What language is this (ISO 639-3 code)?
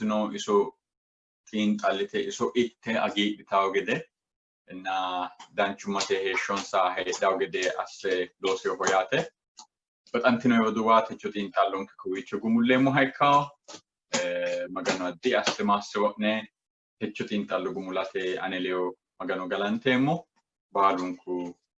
sid